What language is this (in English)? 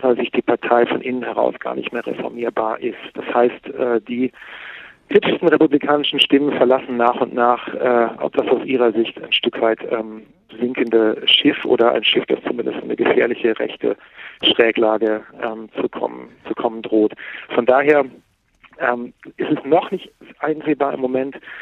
German